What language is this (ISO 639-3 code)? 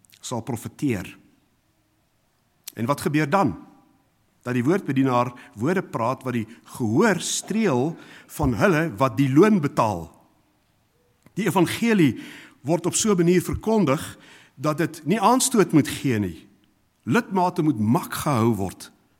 afr